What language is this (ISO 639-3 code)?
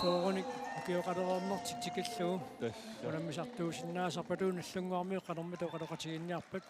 kal